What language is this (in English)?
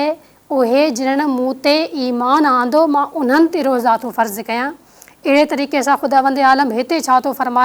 Sindhi